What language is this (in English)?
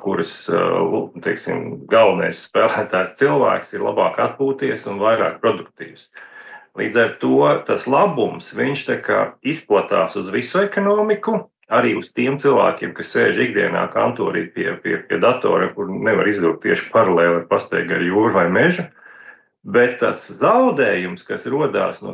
Latvian